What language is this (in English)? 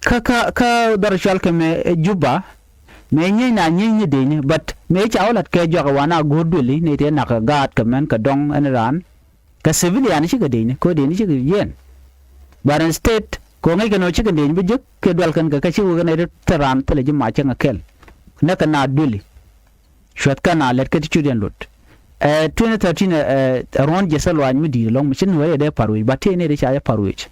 Nuer